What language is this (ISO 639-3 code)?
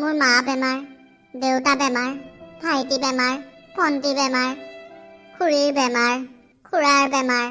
asm